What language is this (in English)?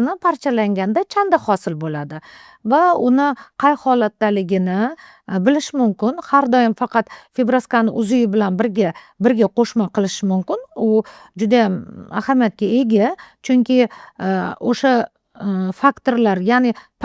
Uzbek